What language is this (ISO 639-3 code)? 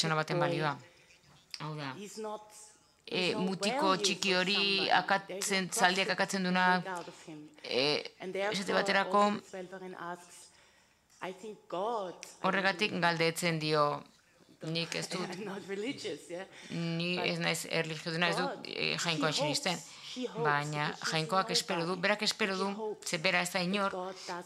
eus